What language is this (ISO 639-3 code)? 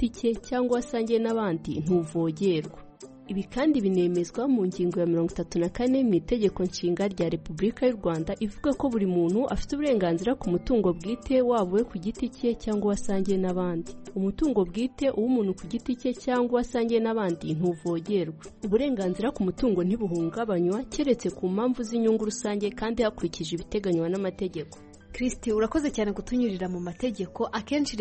kin